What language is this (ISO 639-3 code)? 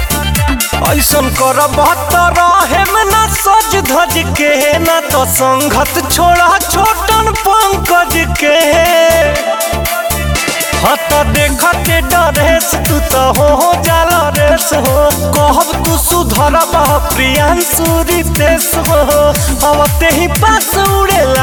bho